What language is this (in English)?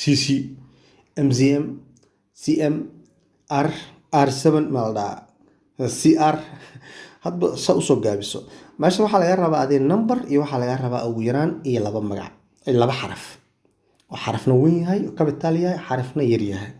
Somali